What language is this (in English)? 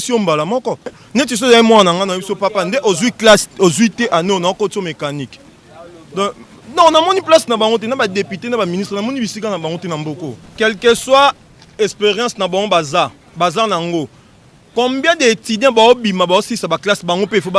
Lingala